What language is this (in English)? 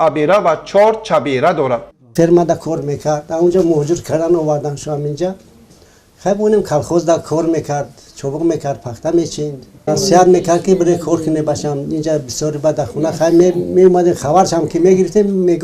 Tajik